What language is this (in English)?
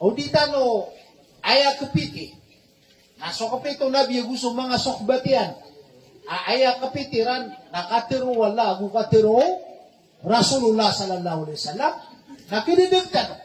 Maranao